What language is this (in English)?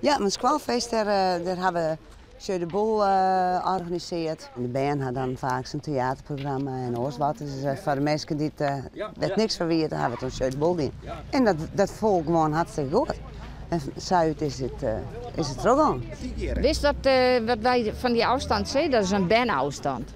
Western Frisian